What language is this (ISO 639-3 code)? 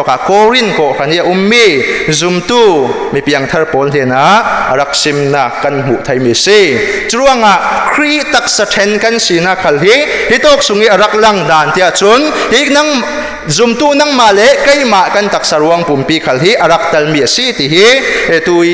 cfm